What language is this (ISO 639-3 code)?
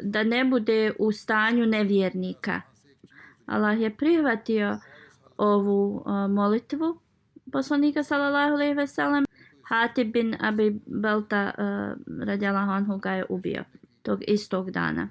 bos